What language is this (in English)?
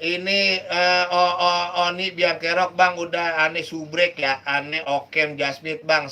Betawi